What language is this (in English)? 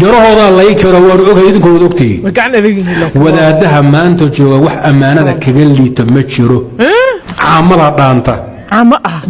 Somali